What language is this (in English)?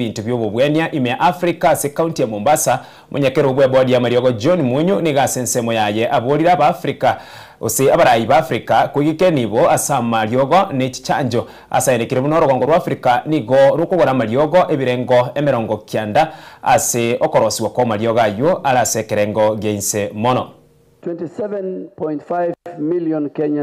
Gusii